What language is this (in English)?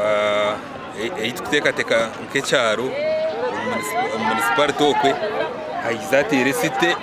Nyankole